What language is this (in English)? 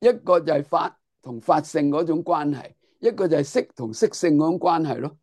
Cantonese